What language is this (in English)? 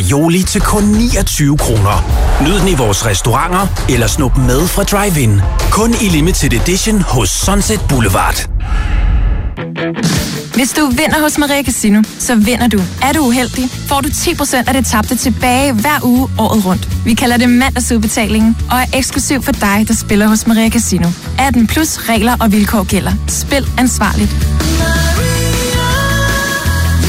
Danish